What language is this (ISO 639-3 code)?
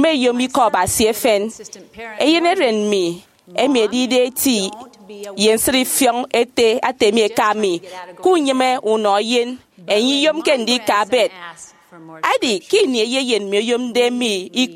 efi